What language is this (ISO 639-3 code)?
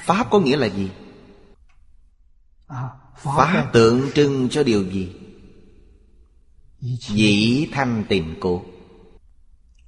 vie